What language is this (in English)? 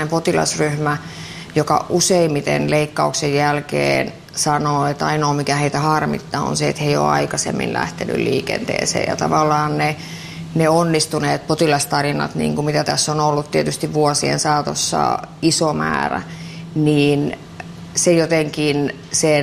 Finnish